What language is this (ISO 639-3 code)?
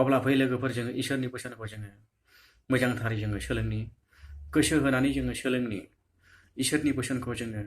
brx